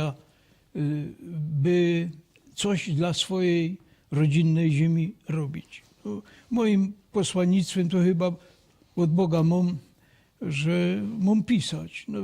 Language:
Silesian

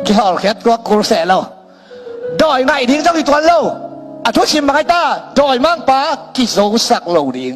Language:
Tedim Chin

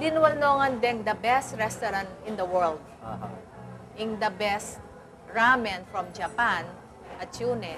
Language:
Pampanga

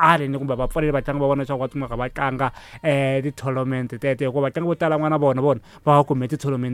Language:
Tsonga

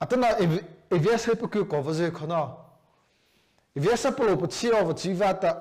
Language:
Mara Chin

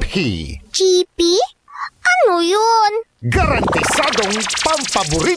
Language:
Pangasinan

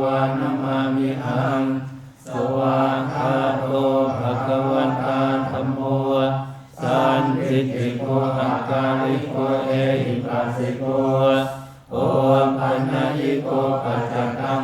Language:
Pali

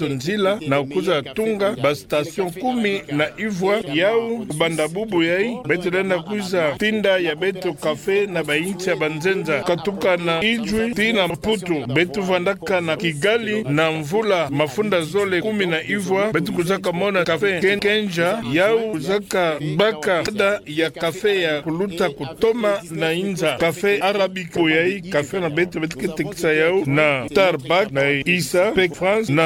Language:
Kituba (Democratic Republic of Congo)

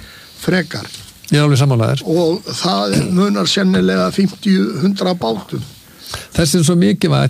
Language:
Icelandic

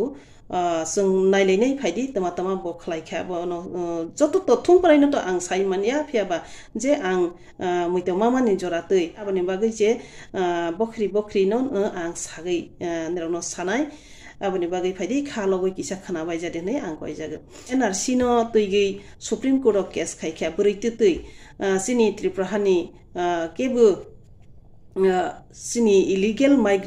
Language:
Kok Borok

